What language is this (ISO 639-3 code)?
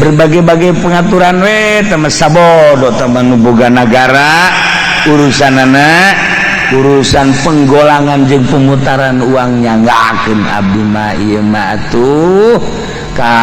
sun